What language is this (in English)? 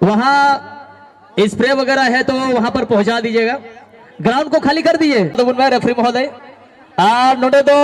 Santali